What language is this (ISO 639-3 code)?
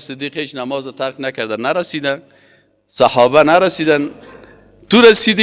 fas